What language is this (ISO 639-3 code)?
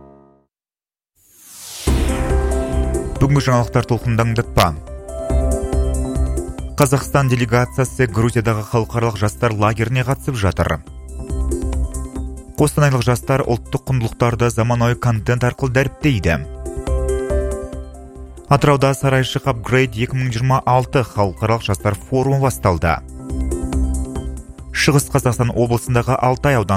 kaz